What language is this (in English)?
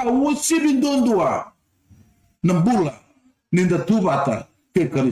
Fijian